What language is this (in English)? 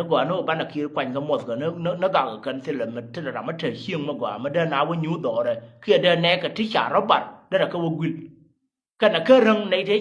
Nuer